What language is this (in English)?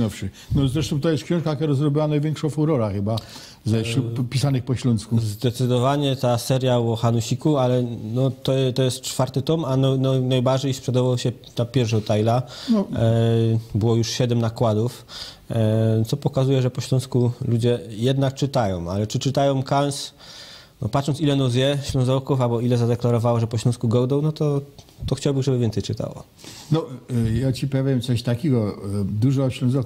Silesian